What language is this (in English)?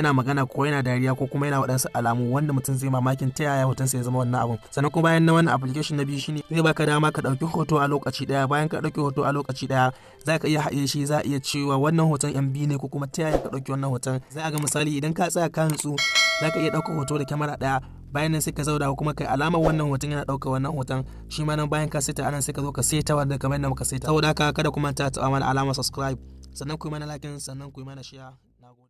Hausa